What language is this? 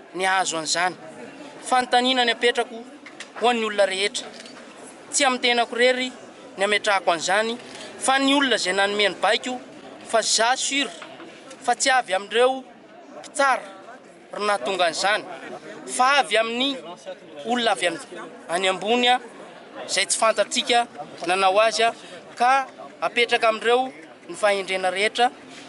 Malagasy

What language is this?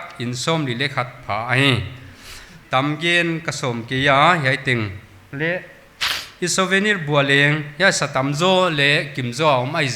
Paite Chin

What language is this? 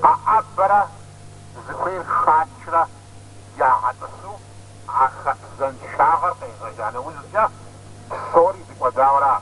Kabardian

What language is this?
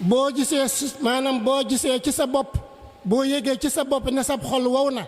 Wolof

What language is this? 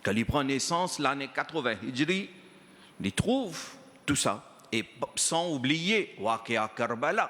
Morisyen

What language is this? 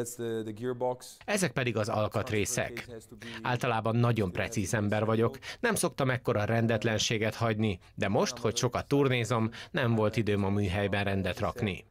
Hungarian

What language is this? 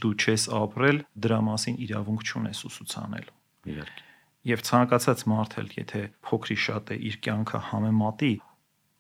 Armenian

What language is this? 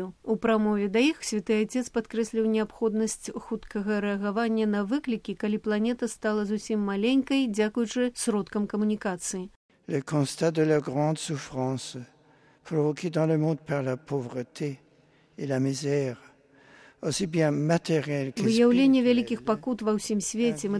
Belarusian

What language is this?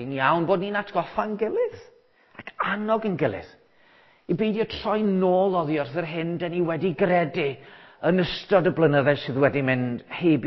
Welsh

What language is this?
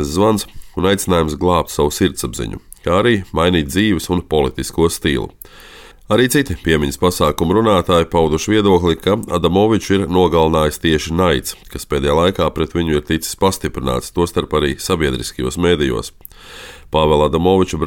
Latvian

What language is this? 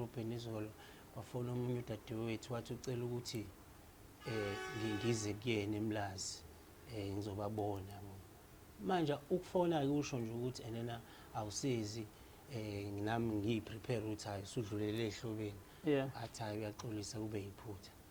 Zulu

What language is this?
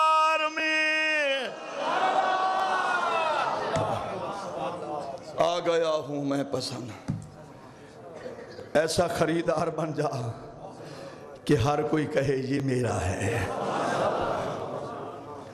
Urdu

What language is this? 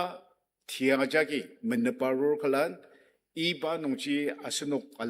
Ao Naga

